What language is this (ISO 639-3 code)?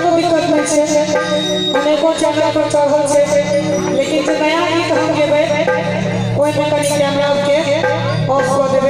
mai